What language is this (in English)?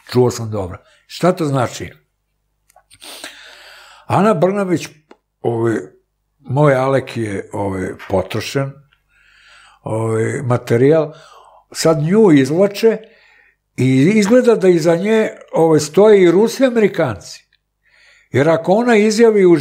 Serbian